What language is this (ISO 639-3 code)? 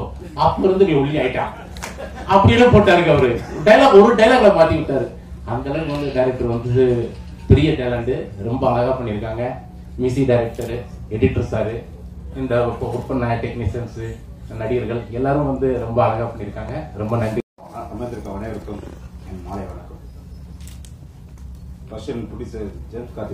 tam